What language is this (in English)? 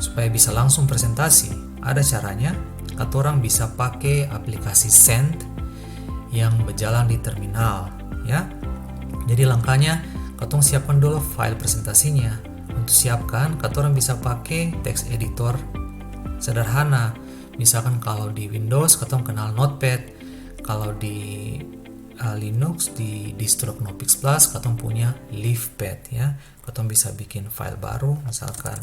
Ambonese Malay